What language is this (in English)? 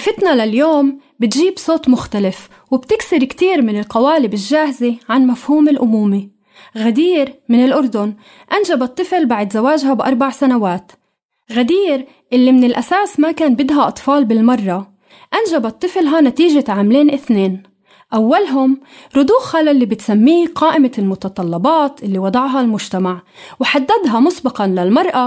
North Levantine Arabic